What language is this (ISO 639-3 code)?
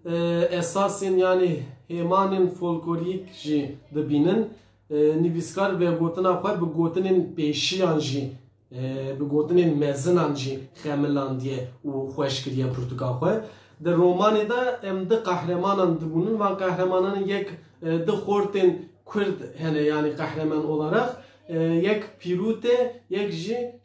kur